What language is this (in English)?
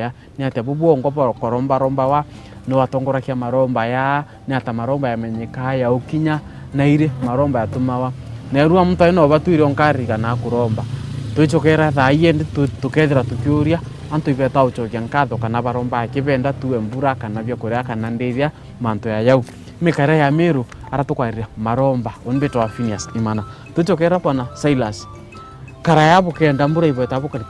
Meru